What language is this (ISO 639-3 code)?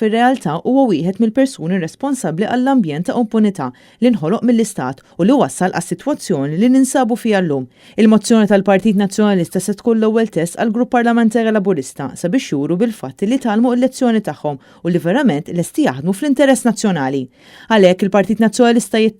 mlt